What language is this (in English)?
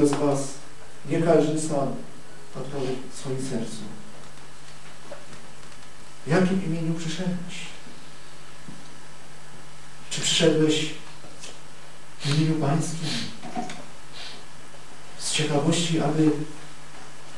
Polish